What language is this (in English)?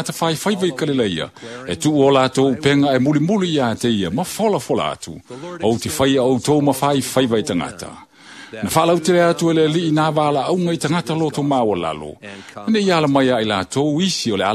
Samoan